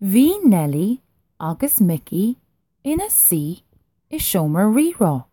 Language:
Irish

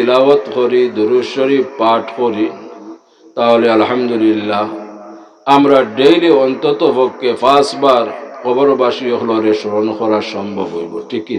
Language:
Sylheti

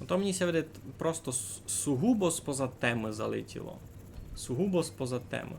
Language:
Rusyn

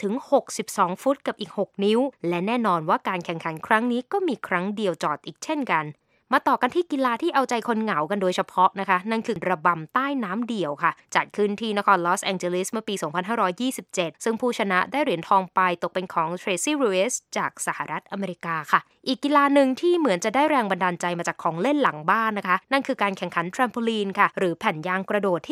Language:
Thai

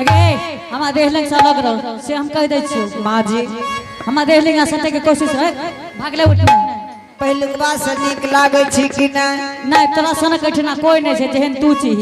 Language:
Angika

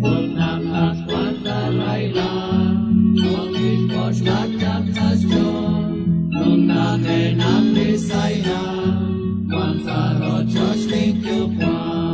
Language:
Kekchí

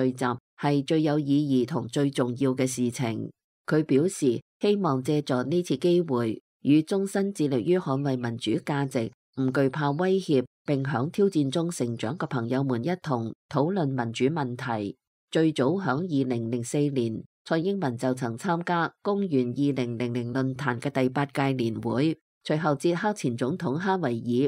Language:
Cantonese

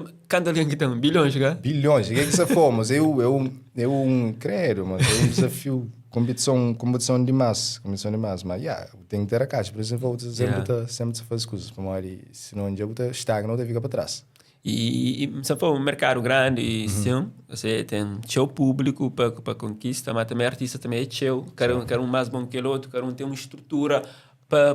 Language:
Kabuverdianu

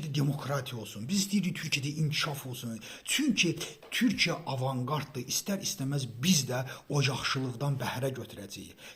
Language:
Azerbaijani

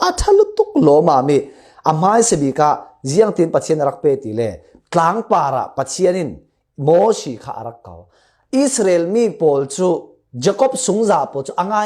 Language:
Falam Chin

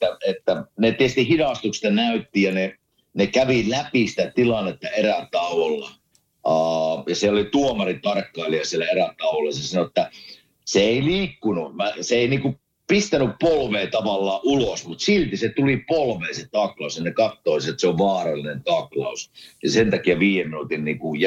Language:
Finnish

